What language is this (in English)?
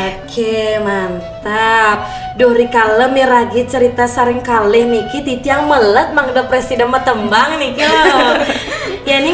Balinese